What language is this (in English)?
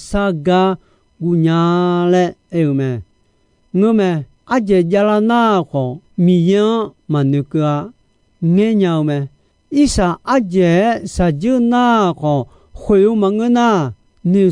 Akha